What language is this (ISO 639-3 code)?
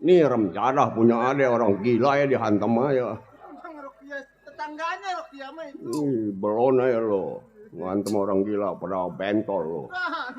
bew